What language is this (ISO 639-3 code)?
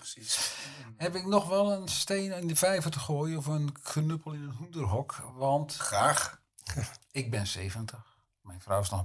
nld